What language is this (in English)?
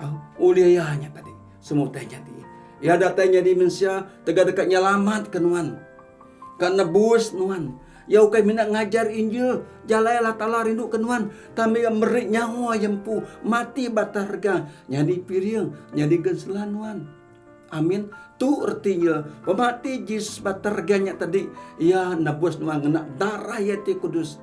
Iban